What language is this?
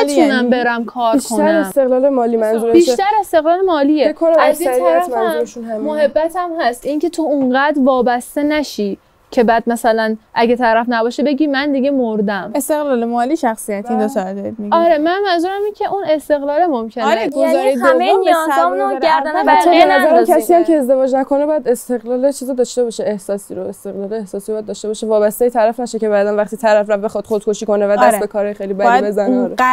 Persian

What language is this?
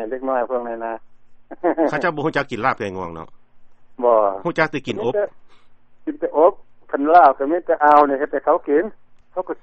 Lao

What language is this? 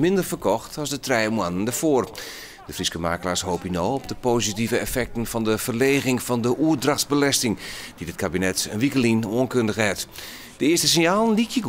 Western Frisian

